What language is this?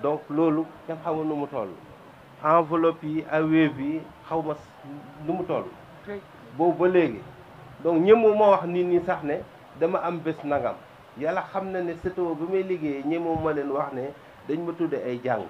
Wolof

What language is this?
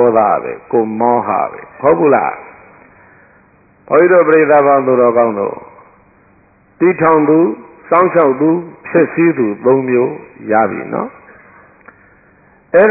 Burmese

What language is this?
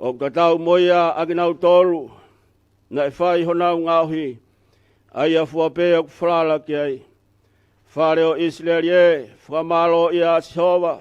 Tongan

